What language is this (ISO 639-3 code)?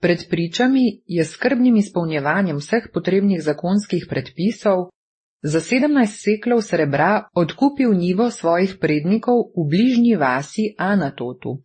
slv